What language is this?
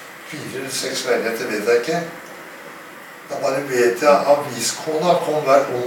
Norwegian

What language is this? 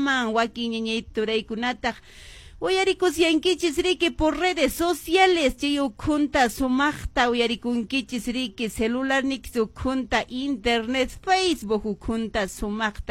Quechua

